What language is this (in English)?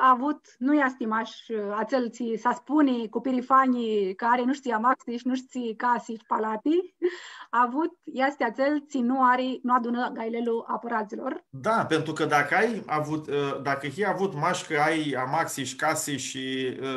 Aromanian